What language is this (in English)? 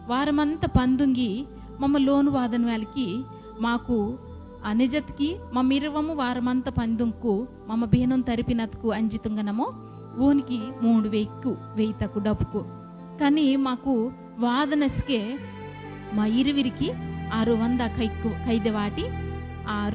Koya